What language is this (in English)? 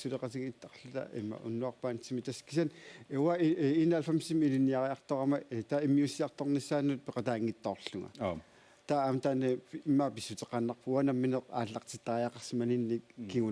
Kalaallisut